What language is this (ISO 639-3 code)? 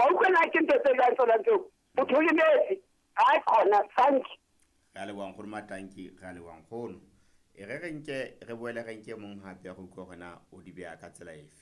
sot